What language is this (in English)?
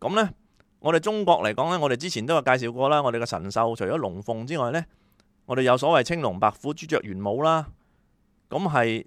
Cantonese